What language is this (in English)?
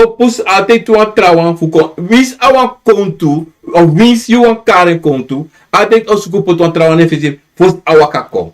Sranan Tongo